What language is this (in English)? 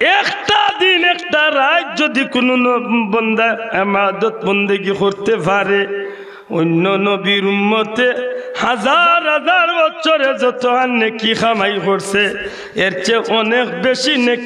Sylheti